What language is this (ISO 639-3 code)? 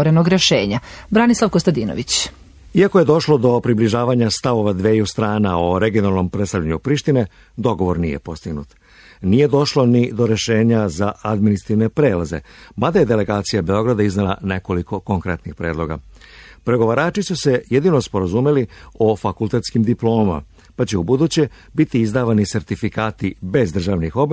srp